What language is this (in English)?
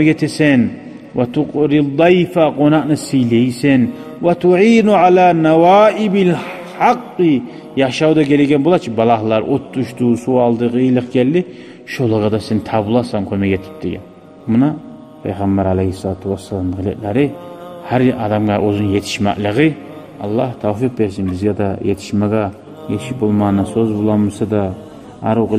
Kumyk